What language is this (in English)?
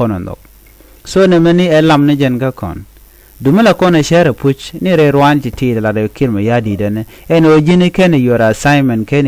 Nuer